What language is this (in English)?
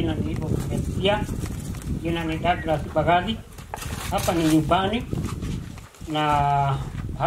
Swahili